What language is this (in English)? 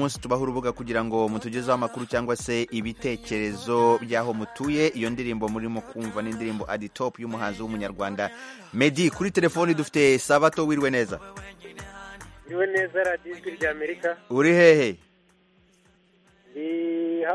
Kinyarwanda